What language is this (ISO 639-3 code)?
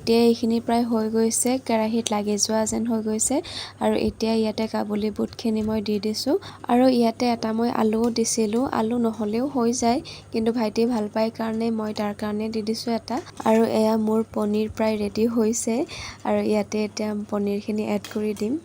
asm